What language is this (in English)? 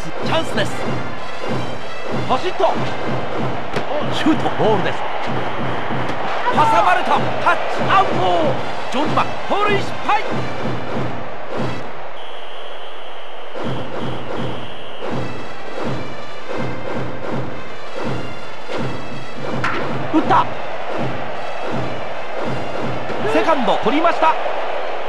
Japanese